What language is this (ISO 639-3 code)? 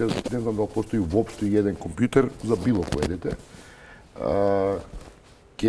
mkd